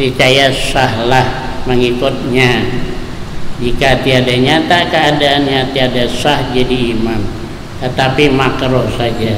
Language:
Banjar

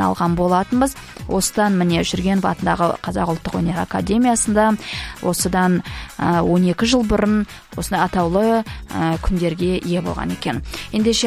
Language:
Kazakh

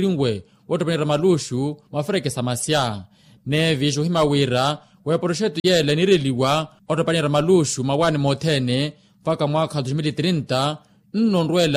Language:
Makhuwa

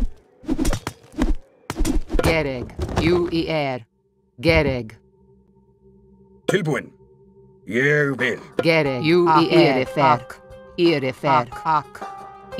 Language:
Icelandic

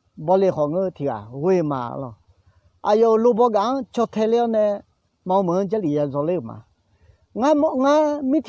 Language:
Akha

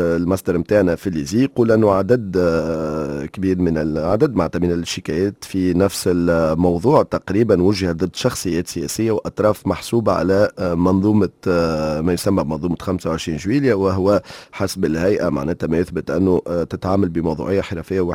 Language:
Tunisian Arabic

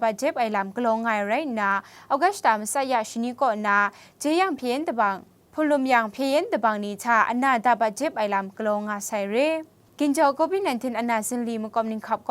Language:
Kachin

